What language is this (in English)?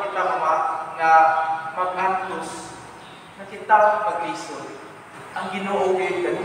Cebuano